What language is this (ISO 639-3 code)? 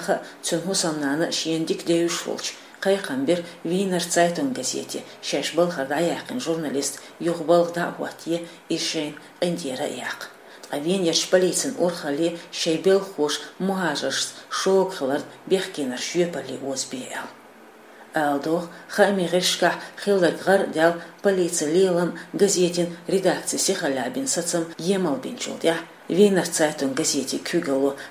che